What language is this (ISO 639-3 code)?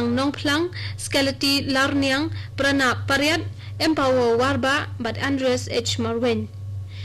kha